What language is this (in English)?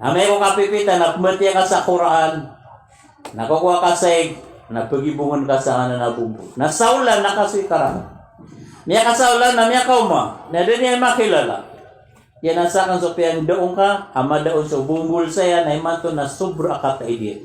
Maranao